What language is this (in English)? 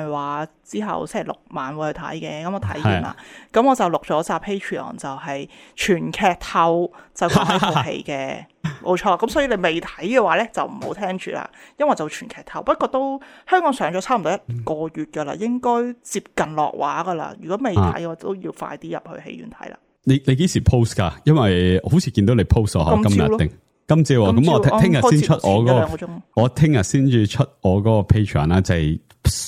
Cantonese